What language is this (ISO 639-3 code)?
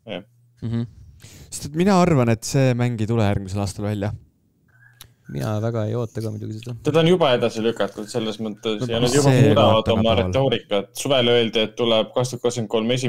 est